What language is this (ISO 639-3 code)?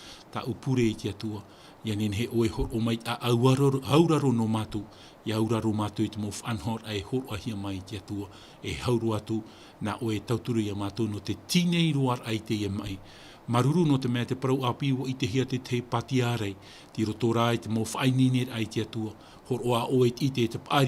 tah